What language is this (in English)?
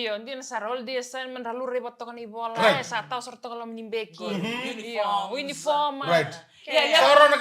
Fijian